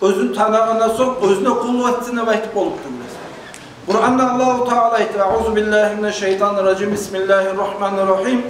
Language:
Kumyk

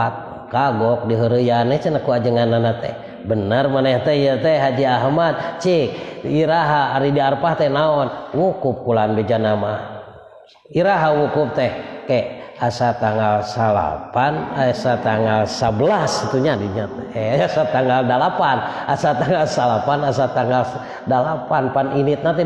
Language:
Sundanese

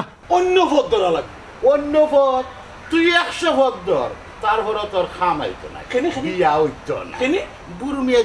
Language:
Sylheti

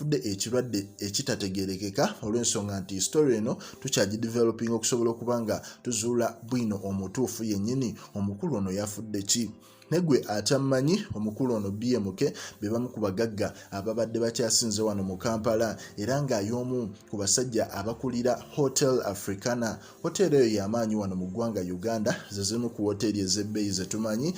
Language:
Ganda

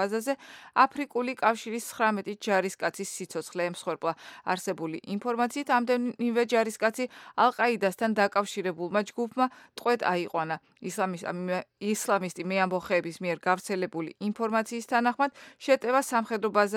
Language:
Georgian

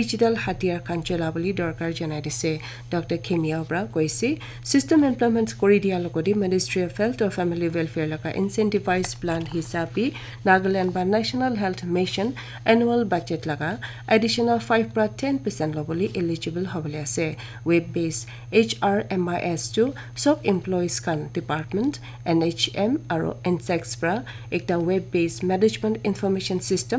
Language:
Naga Pidgin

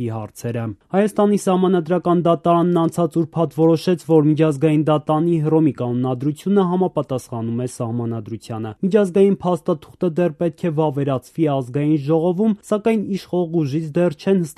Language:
Armenian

